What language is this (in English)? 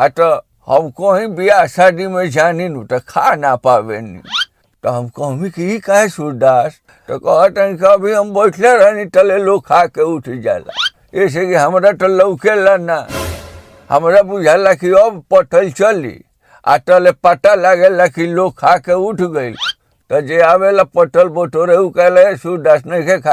Bhojpuri